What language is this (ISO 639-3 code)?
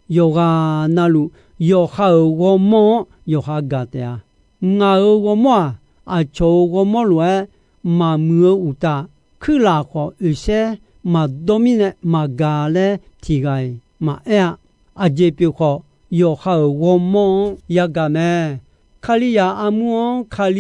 ahk